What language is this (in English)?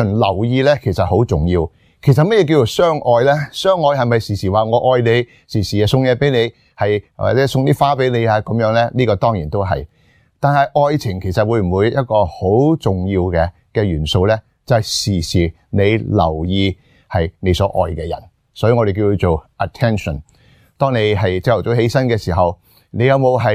Cantonese